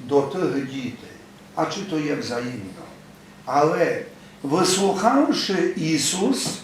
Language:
Rusyn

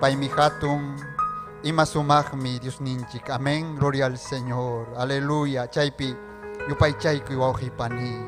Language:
Ayacucho Quechua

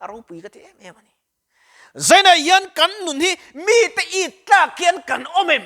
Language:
Mizo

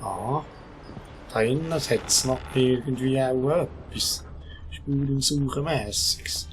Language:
Swiss German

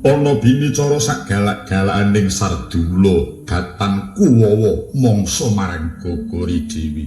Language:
Javanese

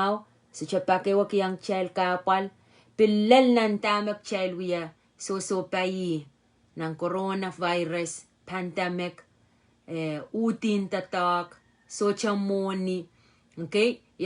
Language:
Pohnpeian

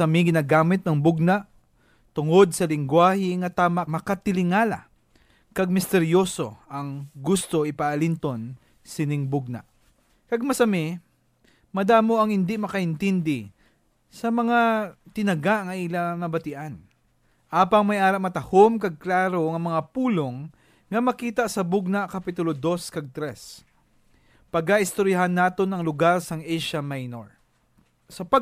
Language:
Hiligaynon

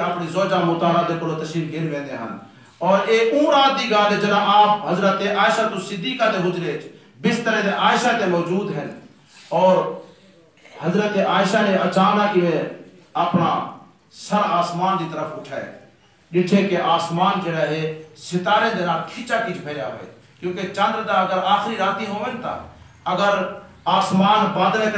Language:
Saraiki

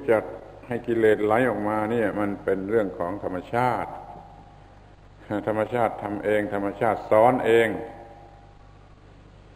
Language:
Thai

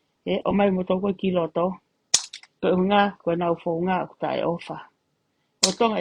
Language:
Tongan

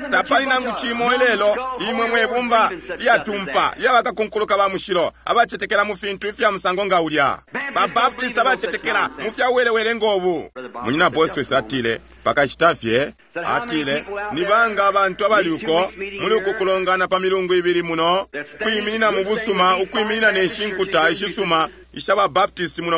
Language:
Bemba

